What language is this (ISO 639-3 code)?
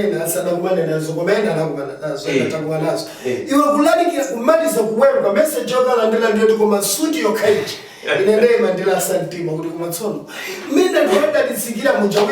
nya